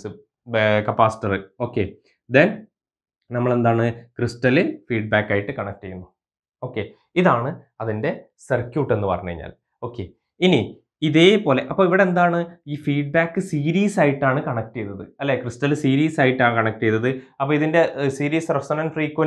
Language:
Malayalam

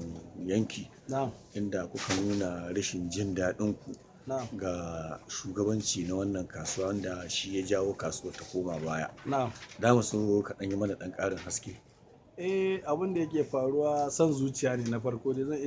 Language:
Hausa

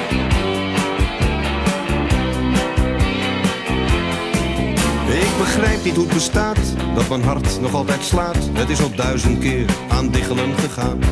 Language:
Dutch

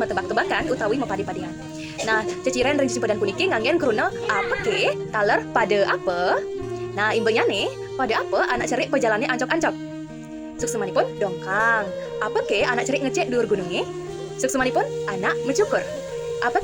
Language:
Balinese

